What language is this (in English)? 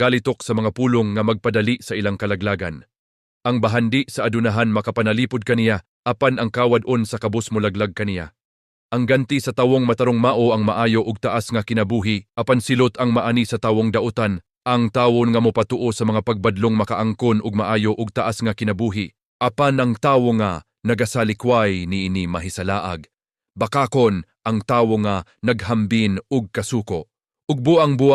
Cebuano